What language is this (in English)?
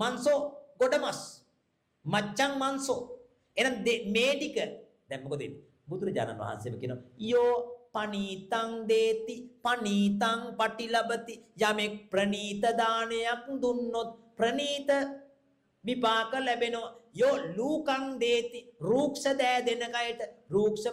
Sinhala